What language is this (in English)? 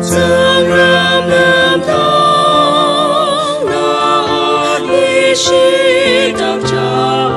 Ao Naga